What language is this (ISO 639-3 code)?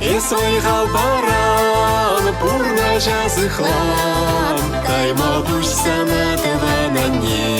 chv